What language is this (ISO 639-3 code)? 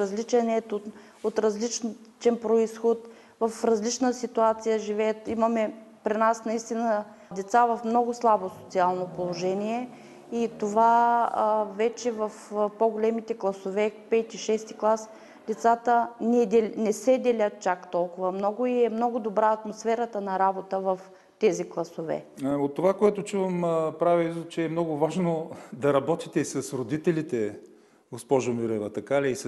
bul